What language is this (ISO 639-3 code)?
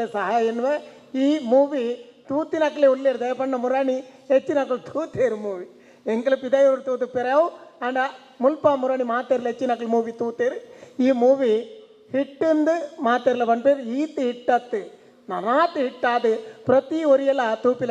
tcy